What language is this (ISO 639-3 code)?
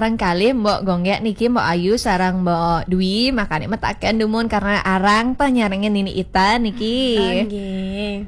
ban